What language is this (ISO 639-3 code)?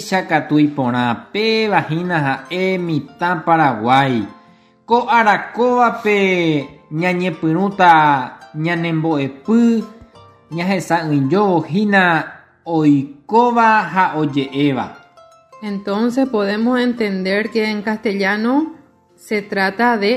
grn